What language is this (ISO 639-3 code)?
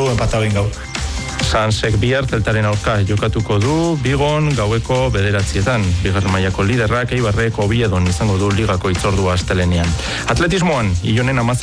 eus